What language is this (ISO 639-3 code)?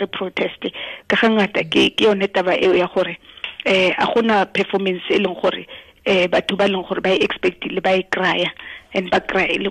tsn